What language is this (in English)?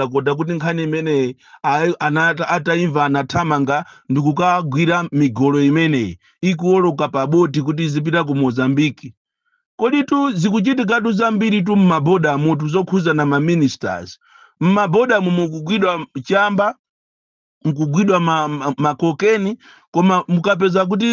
Nyanja